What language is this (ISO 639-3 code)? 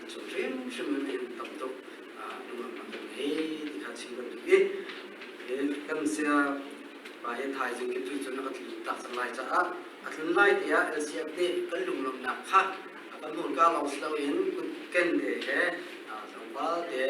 cnh